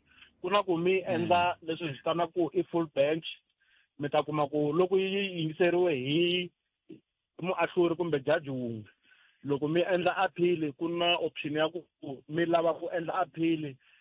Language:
Tsonga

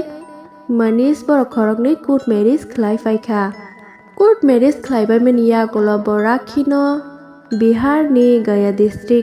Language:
Kok Borok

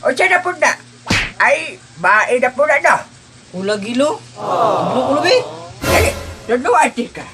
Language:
Cebuano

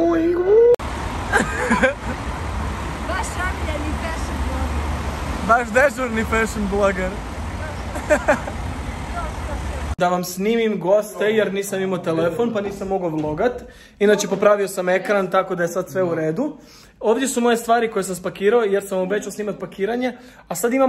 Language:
Croatian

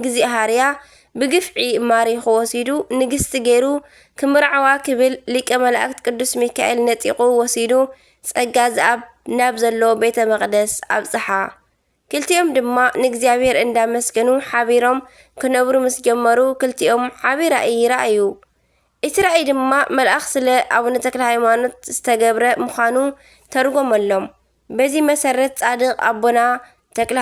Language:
Tigrinya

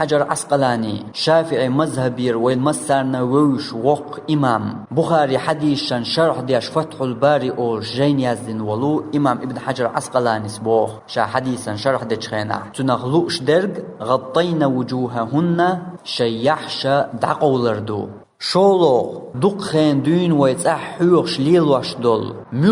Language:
Chechen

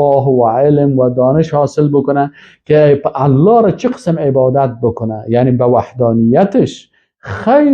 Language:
Persian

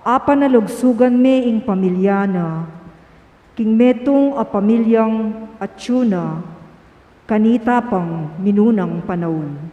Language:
Pampanga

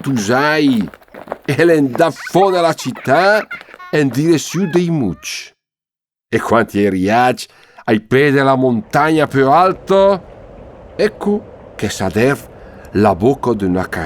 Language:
Lombard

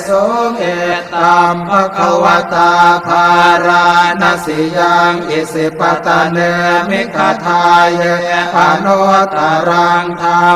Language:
Pali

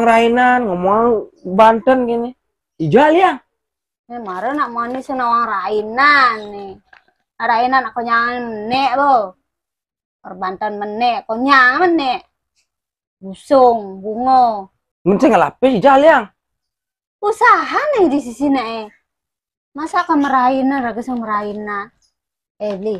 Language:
Balinese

